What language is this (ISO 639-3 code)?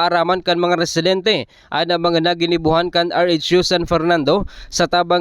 bik